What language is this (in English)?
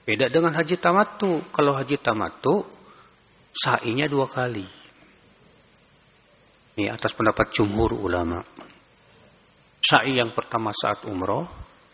Indonesian